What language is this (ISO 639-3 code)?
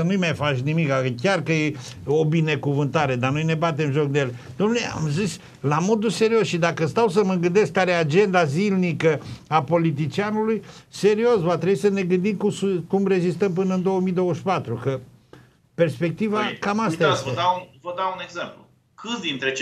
ron